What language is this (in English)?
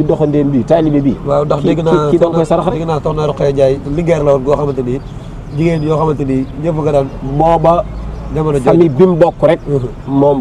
Wolof